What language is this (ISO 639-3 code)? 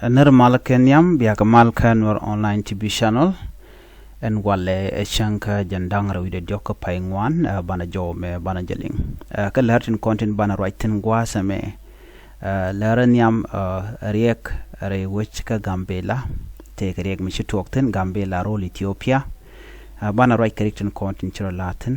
nus